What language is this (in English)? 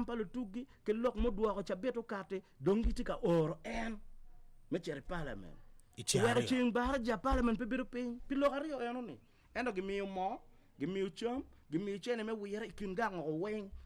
Acoli